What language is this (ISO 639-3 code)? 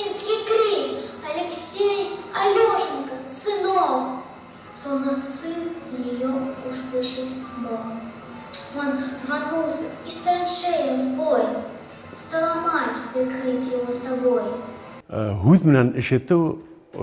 bak